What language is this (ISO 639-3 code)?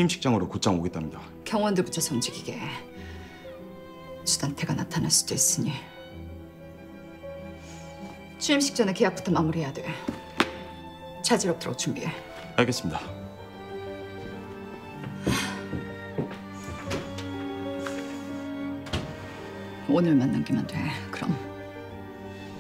kor